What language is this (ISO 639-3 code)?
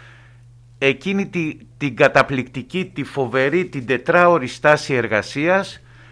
ell